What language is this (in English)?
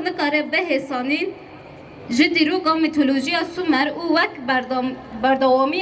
Kurdish